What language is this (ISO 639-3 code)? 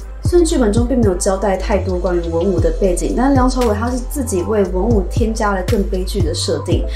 zho